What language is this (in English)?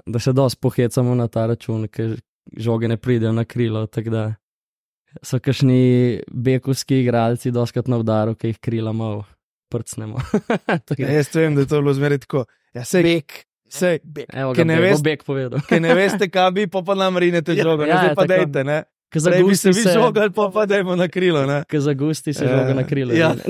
Slovenian